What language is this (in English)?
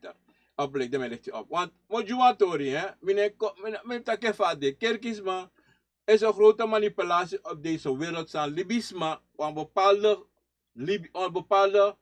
Sranan Tongo